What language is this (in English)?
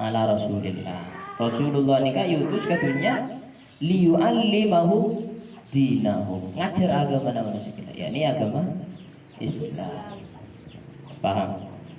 Madurese